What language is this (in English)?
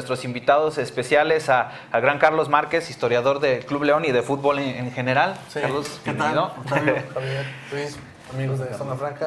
Spanish